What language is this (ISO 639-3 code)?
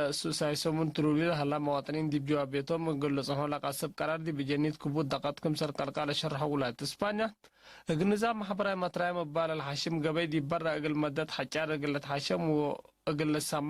tig